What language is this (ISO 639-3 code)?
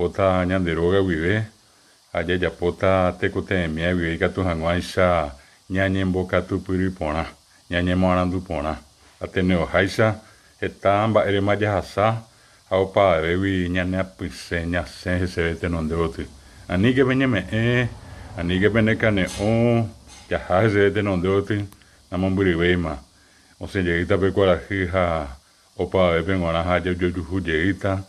grn